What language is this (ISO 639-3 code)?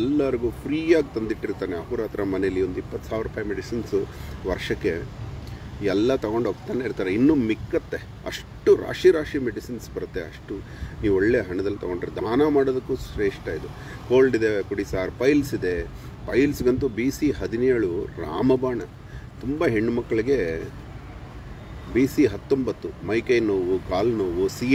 kan